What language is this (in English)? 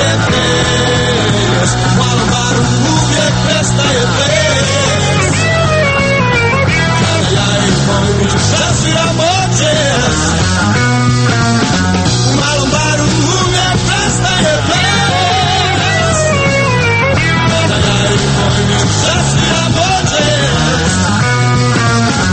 Croatian